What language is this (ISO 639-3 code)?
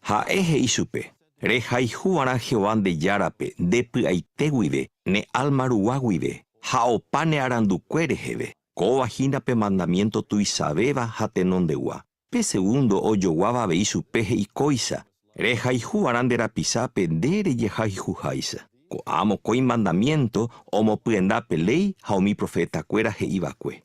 grn